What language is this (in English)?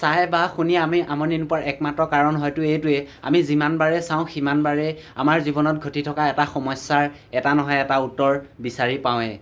Assamese